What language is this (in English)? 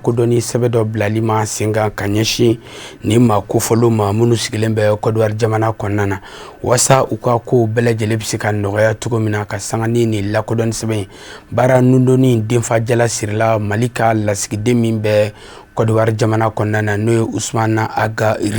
Bambara